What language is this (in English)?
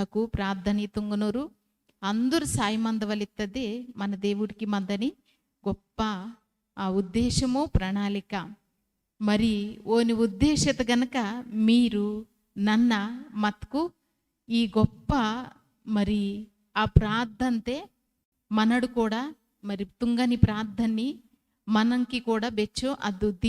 Koya